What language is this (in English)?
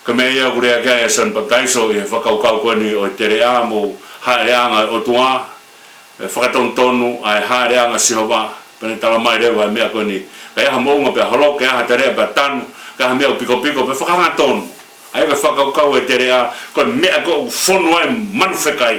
Tongan